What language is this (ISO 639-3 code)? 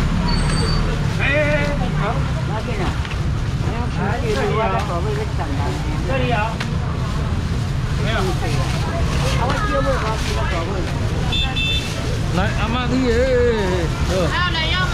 zho